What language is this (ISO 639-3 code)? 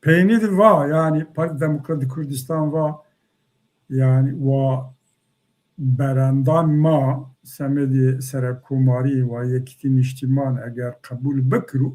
zza